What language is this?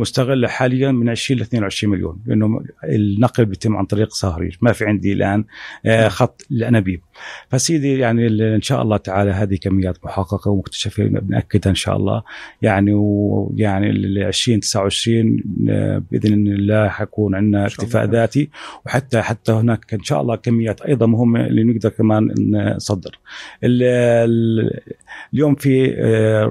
North Levantine Arabic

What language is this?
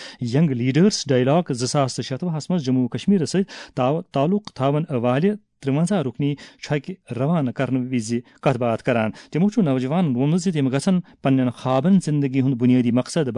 Kashmiri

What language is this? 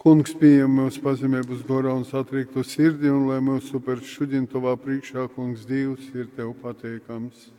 Latgalian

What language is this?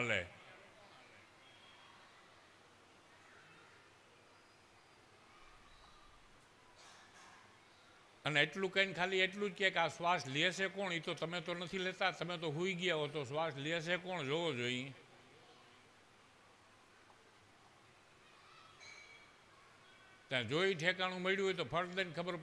Gujarati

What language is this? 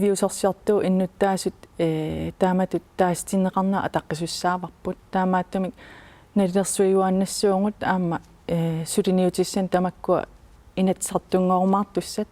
Kalaallisut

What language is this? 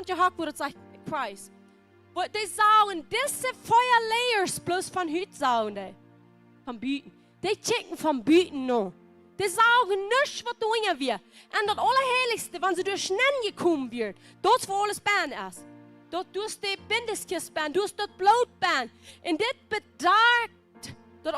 Plautdietsch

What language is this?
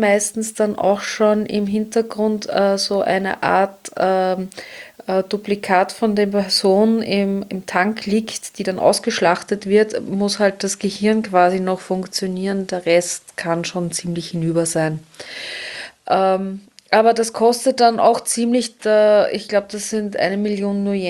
German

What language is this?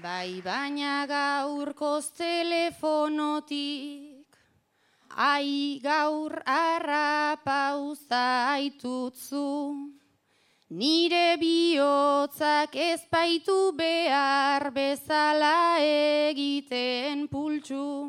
Basque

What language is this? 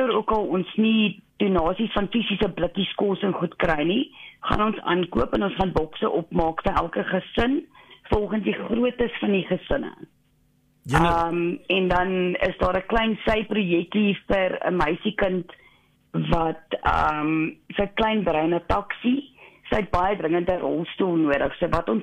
Afrikaans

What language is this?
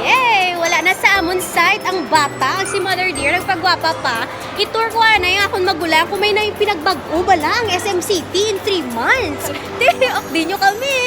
Hiligaynon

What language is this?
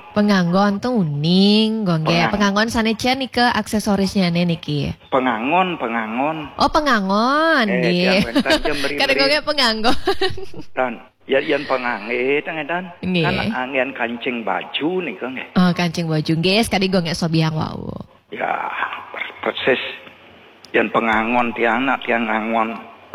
Balinese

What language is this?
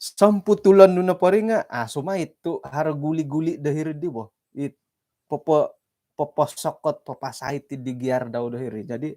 Central Dusun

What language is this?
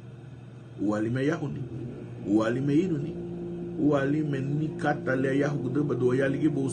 Garifuna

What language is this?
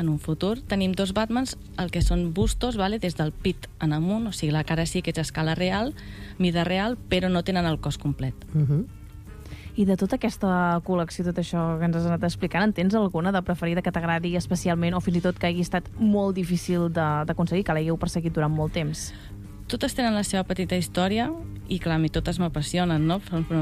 Catalan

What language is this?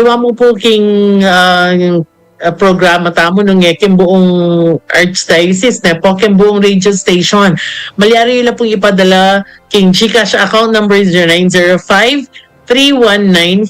Pampanga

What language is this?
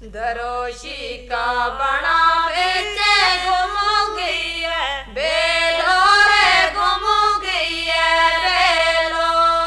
Gujari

